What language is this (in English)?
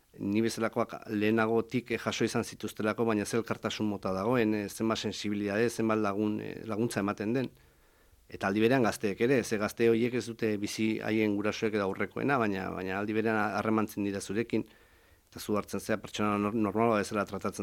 Basque